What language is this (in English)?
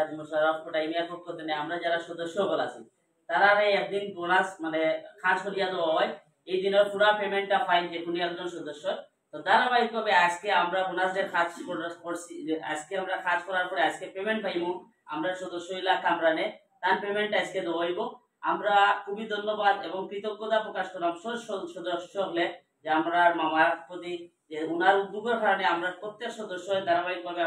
Sylheti